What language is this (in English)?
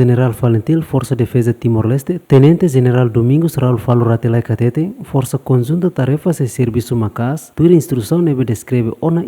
Tetum